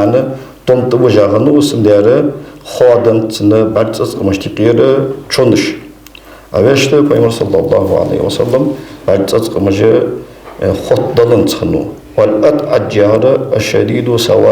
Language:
Ingush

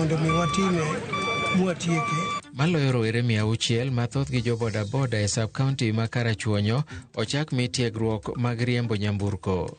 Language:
Luo (Kenya and Tanzania)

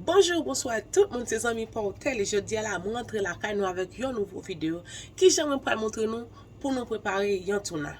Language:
Haitian Creole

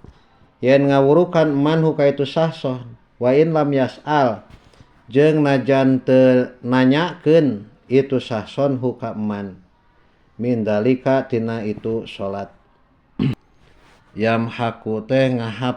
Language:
Sundanese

